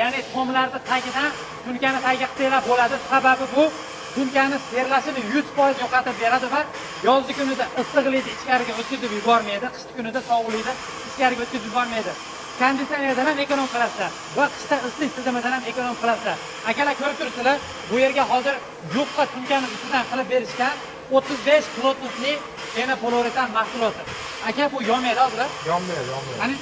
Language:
Uzbek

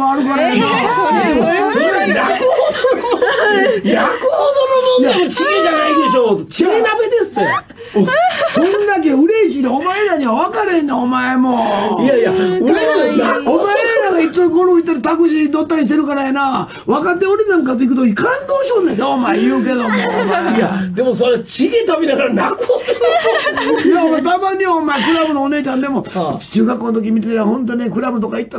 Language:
Japanese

